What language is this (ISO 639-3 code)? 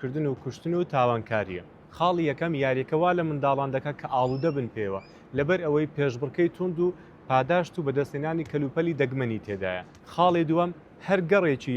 ckb